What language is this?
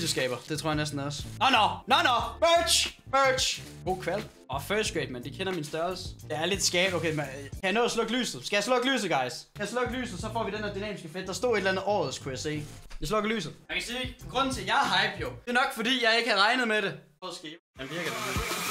Danish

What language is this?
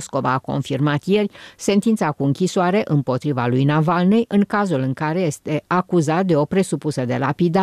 Romanian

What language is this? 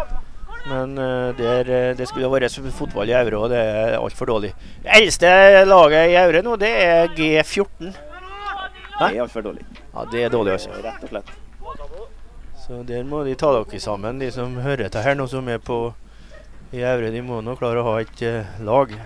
Norwegian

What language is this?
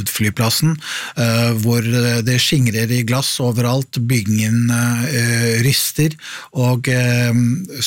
Norwegian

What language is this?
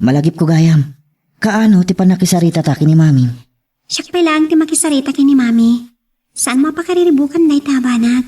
Iloko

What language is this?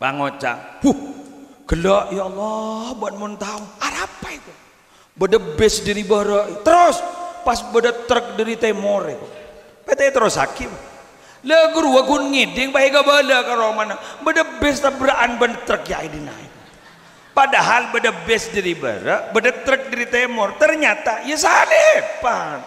Madurese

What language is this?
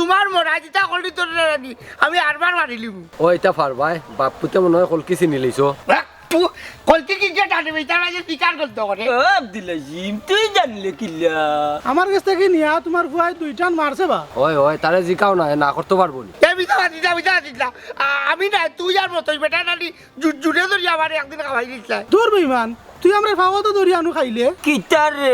Sylheti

